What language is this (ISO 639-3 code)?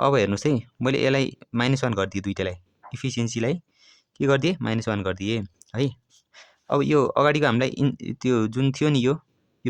nep